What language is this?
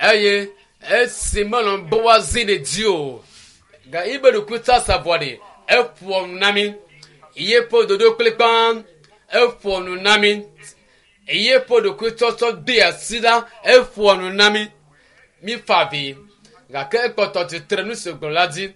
Ewe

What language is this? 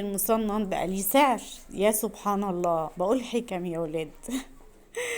Egyptian Arabic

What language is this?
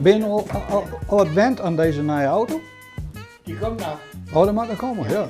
Western Frisian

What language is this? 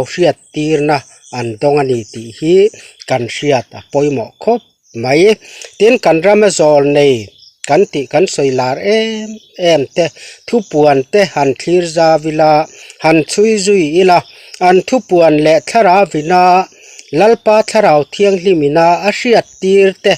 Mizo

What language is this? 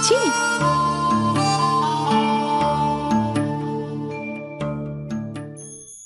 Odia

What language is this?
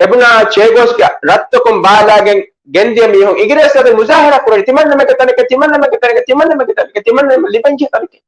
Divehi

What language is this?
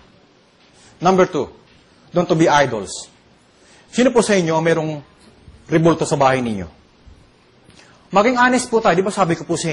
Filipino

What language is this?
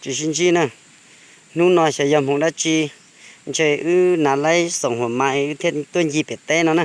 Hmong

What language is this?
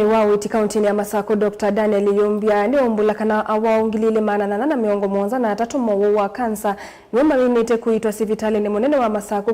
Kamba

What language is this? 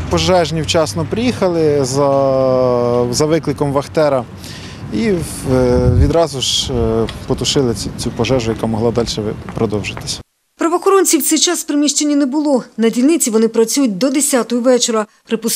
Ukrainian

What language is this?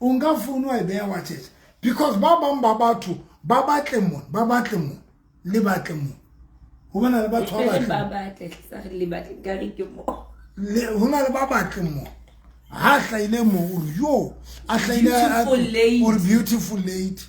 Southern Sotho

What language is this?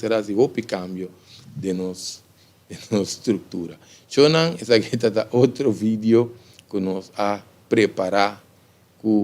Papiamento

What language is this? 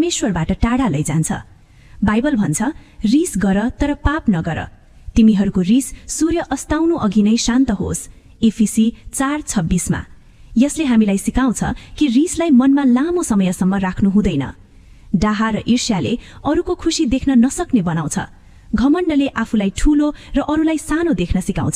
Nepali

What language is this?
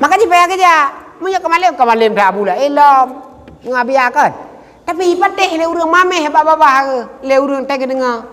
Achinese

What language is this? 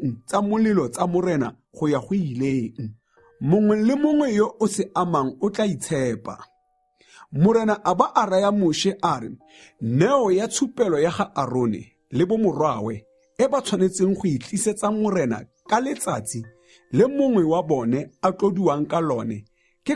Tswana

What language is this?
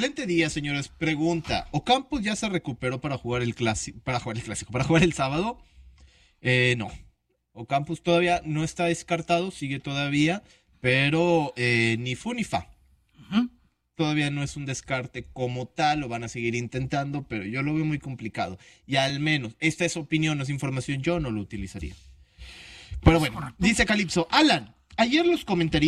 Spanish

